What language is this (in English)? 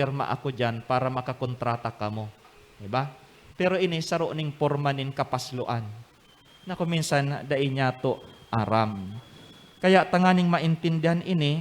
Bikol